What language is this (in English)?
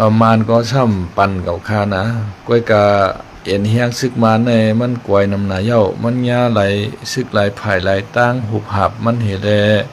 Shan